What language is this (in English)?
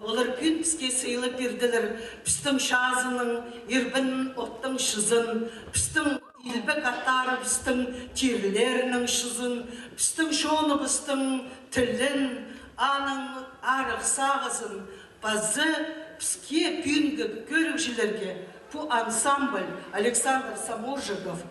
Khakas